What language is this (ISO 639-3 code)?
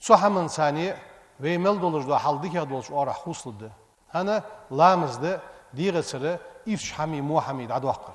inh